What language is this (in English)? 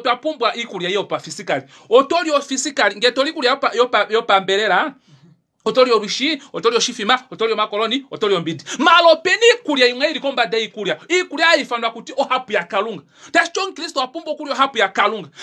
Kuanyama